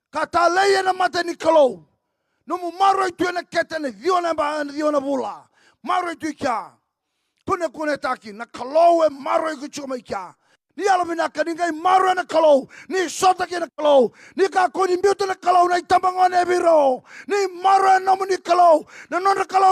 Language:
Fijian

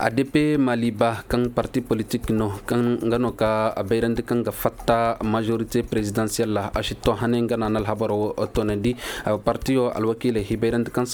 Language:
Zarma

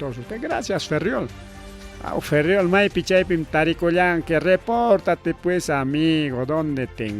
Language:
Ayacucho Quechua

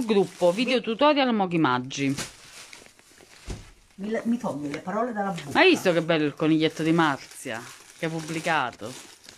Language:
Italian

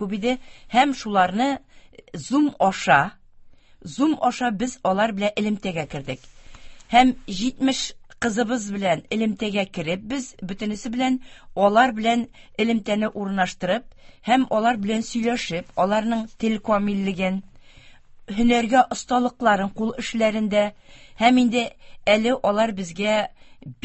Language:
Tatar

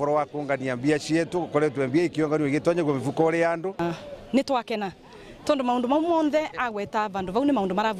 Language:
Meru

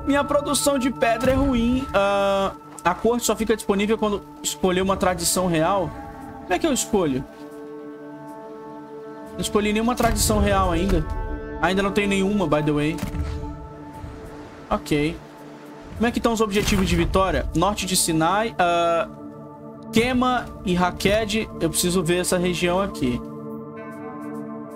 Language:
Portuguese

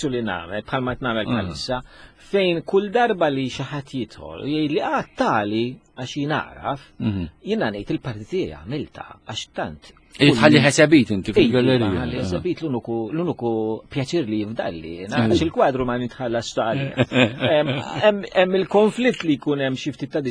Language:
Maltese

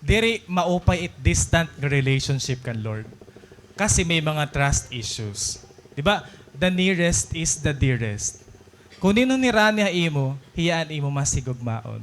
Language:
Waray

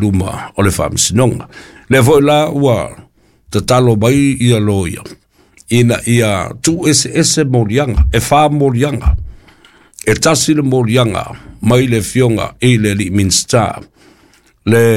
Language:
Samoan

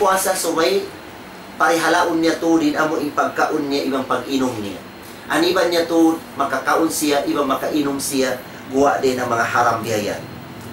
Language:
Tausug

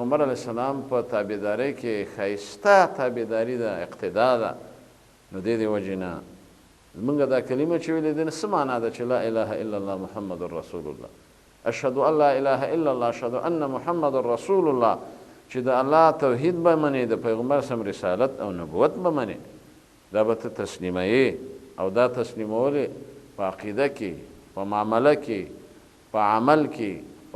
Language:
Pashto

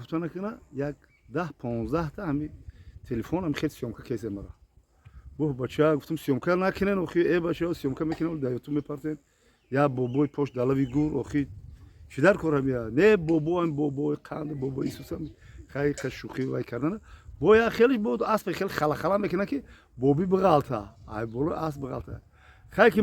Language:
Tajik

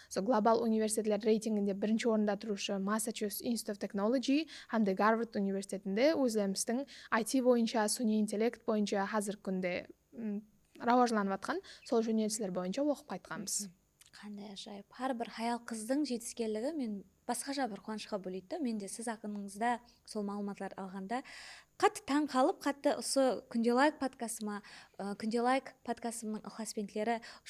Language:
Kara-Kalpak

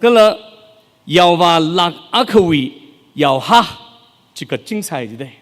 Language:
Tangkhul Naga (India)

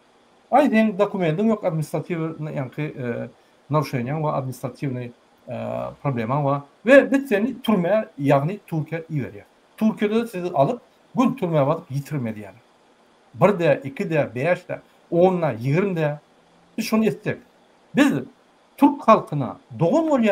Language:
Turkmen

